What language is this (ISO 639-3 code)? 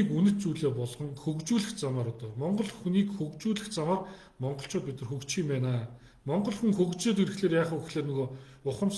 mon